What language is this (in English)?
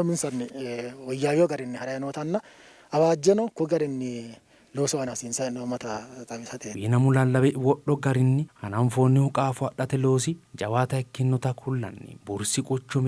Sidamo